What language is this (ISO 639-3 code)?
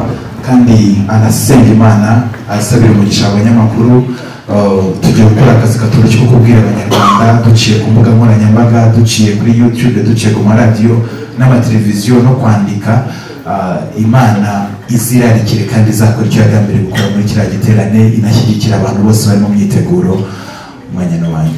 kin